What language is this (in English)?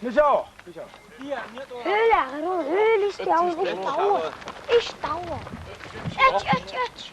Chechen